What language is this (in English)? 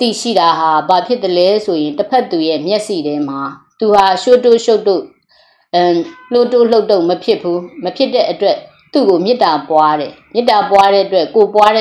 Burmese